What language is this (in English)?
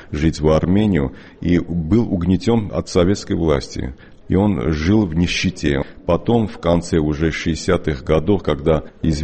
Russian